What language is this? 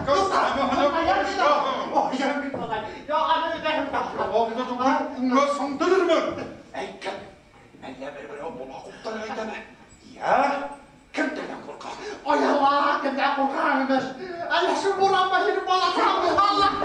Bashkir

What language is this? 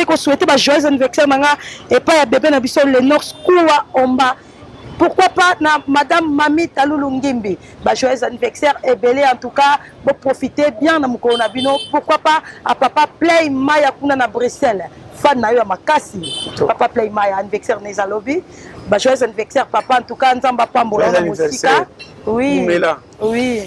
Lingala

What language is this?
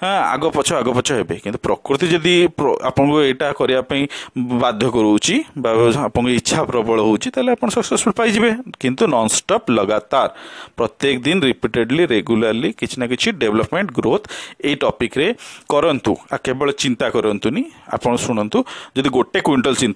Odia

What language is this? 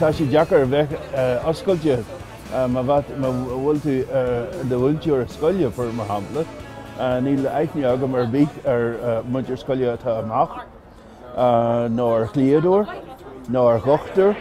Irish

